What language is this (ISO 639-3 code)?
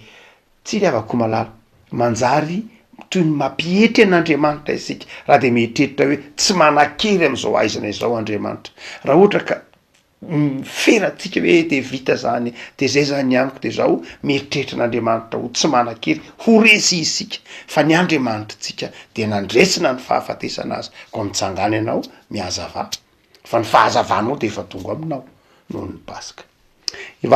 mlg